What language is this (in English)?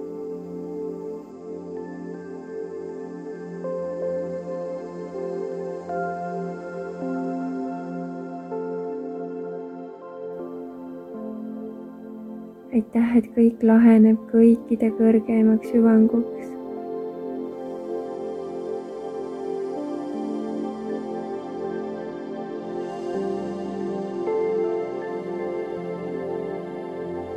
Estonian